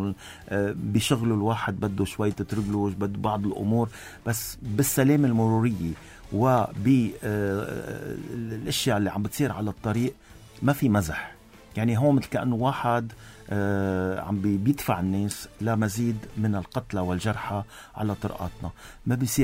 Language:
North Levantine Arabic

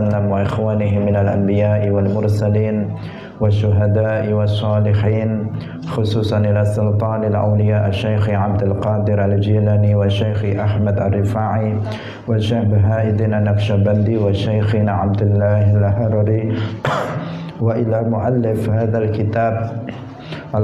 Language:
Indonesian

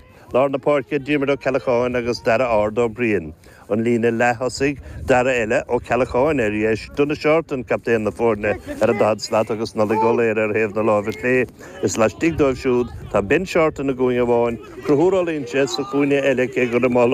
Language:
Irish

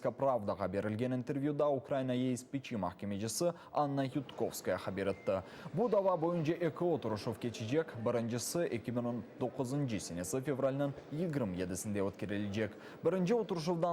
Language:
Crimean Tatar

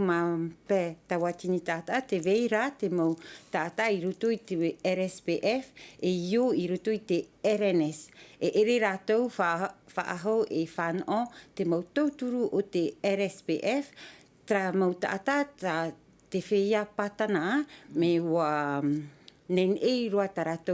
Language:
Tahitian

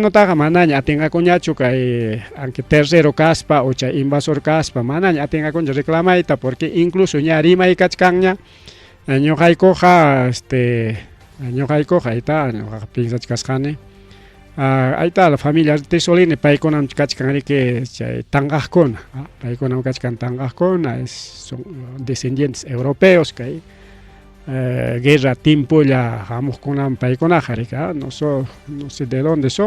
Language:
Ayacucho Quechua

